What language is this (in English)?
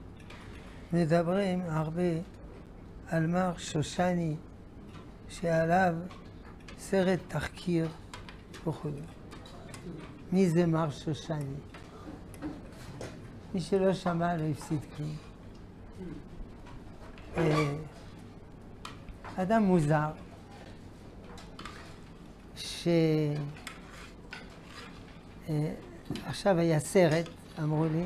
Hebrew